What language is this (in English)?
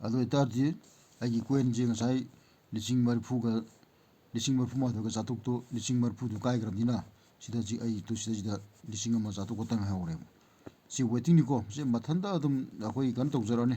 Manipuri